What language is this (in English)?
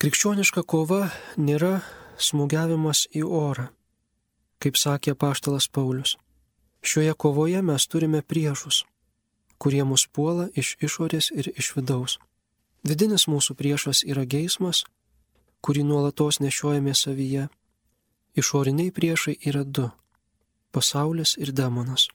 Lithuanian